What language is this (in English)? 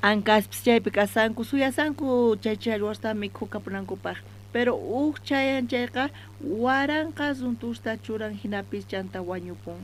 South Bolivian Quechua